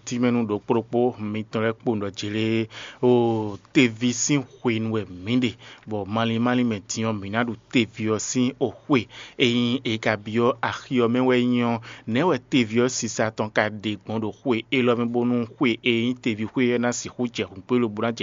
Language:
Fon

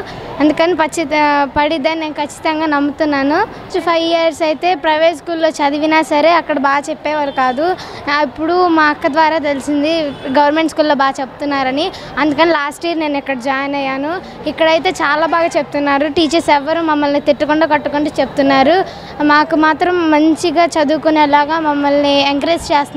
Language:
Telugu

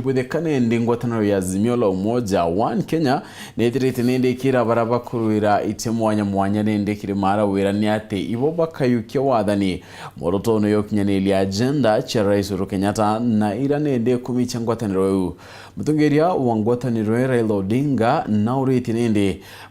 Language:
Meru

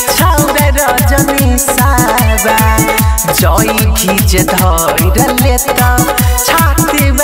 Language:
Bhojpuri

